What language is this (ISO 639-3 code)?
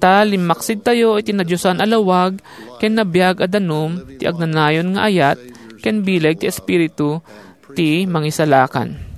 ilo